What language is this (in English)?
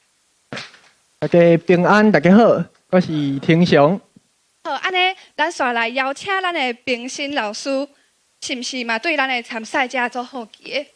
Min Nan Chinese